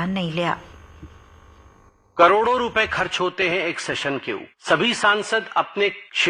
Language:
Punjabi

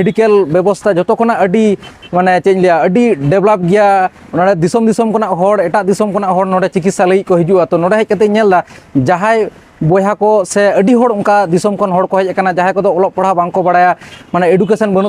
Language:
Santali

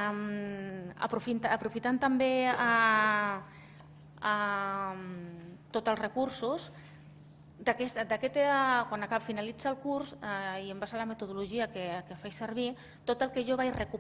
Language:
Catalan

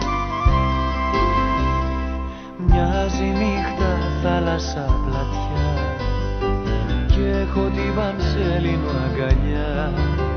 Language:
Greek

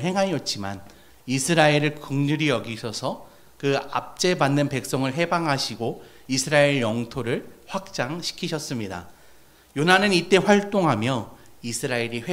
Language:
Korean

